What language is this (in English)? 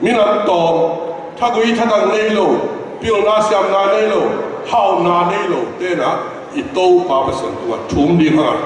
Tedim Chin